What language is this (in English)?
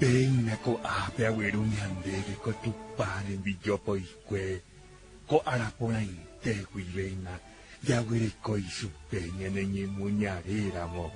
Guarani